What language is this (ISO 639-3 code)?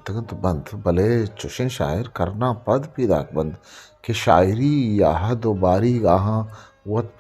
bgp